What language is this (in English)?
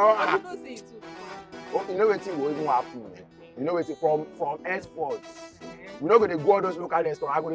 Nigerian Pidgin